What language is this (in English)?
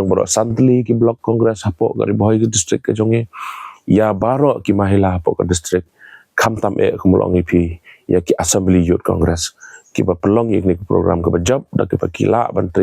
Khasi